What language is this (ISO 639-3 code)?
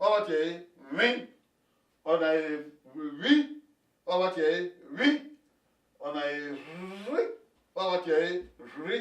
bin